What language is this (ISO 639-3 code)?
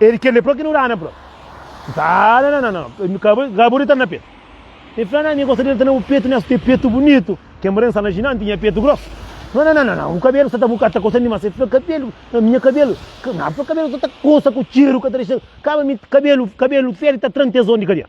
kea